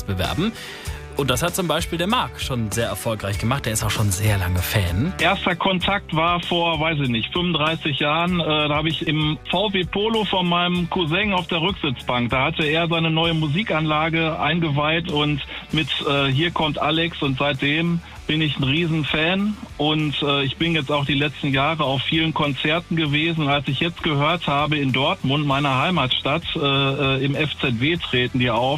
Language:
German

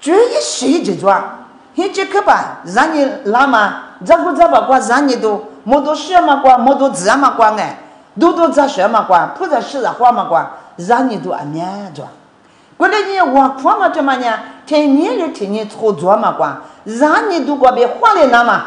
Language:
Lisu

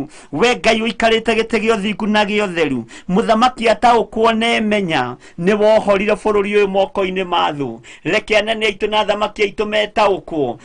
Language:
Kikuyu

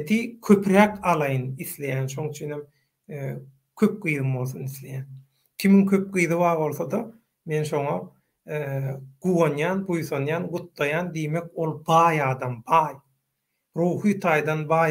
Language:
Turkmen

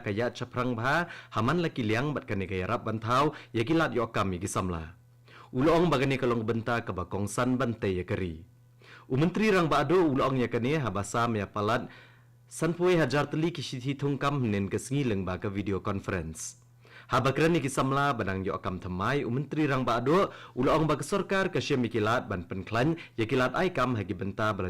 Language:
Khasi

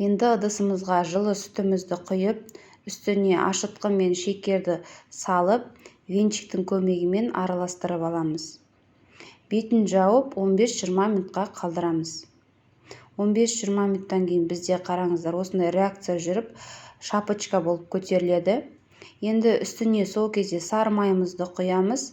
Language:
Kazakh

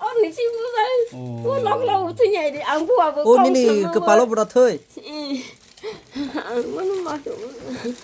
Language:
Kok Borok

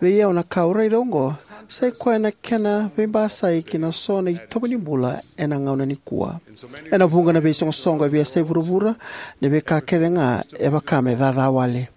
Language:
Fijian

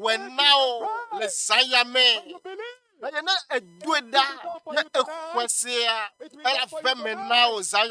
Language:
Ewe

